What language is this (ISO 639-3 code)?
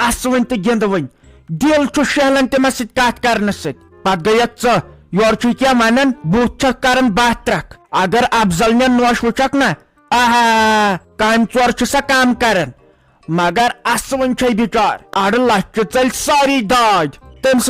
kas